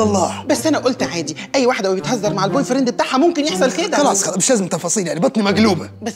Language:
Egyptian Arabic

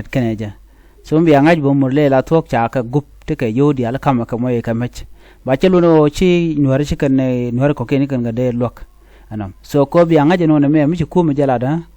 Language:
Nuer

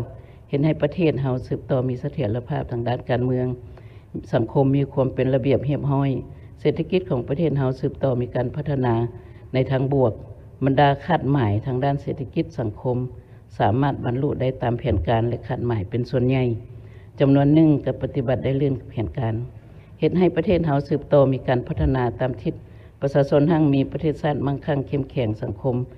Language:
Lao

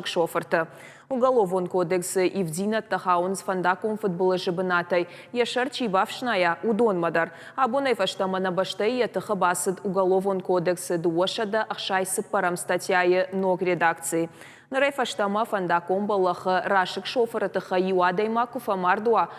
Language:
Ossetic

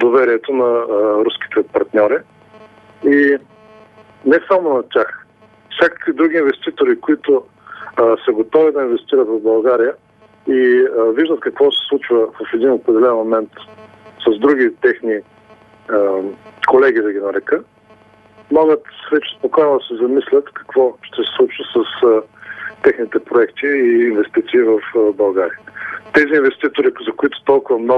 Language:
Bulgarian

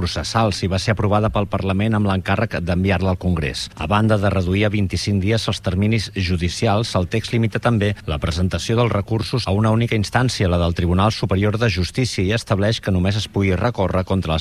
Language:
Catalan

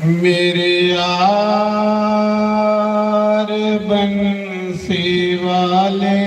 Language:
Dogri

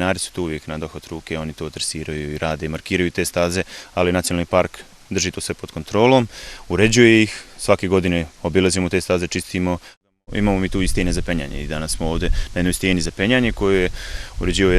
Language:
Bosnian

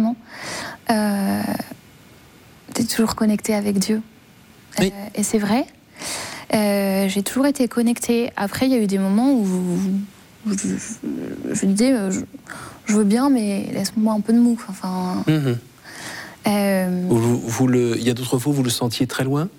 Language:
French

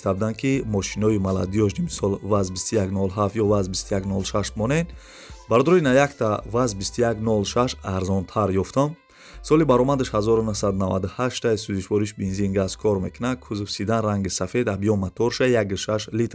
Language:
Tajik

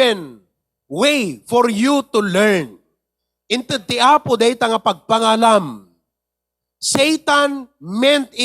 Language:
Iloko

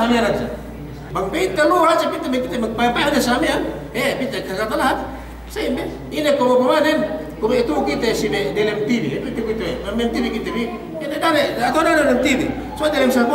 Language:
Yakan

